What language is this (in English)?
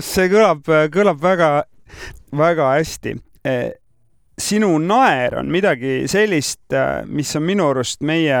Estonian